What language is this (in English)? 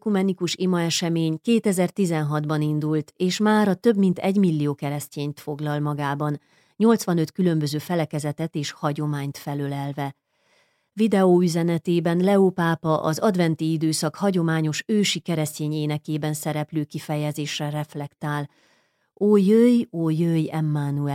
Hungarian